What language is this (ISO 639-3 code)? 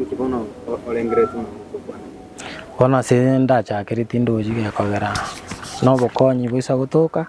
guz